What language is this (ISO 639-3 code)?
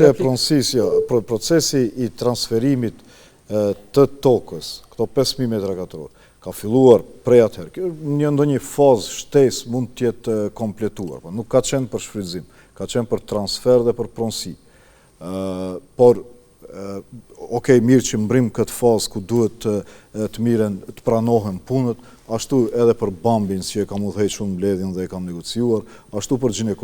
sqi